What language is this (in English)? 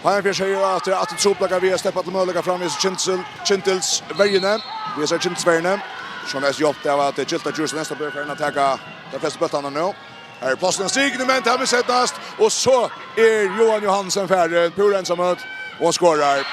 Faroese